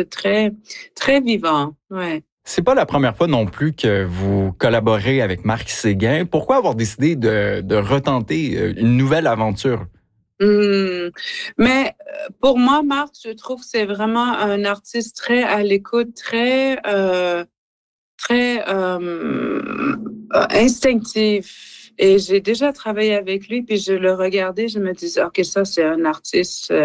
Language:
French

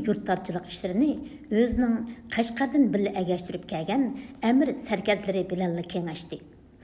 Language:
Uyghur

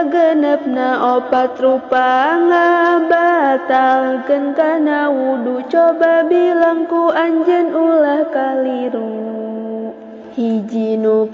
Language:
Sundanese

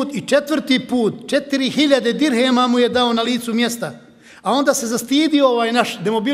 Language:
Bosnian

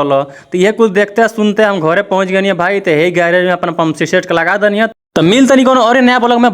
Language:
Bhojpuri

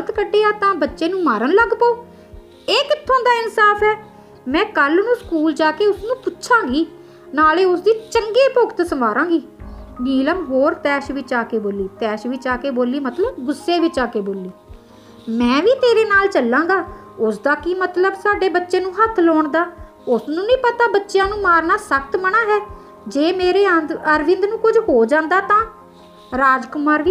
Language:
Punjabi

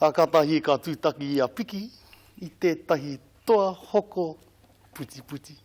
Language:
Māori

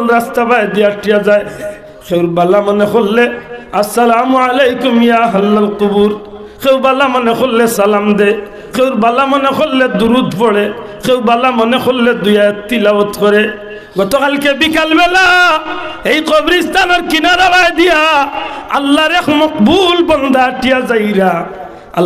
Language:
Sylheti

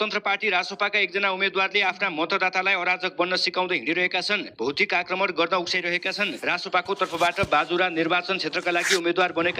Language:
Nepali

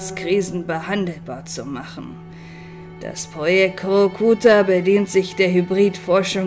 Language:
German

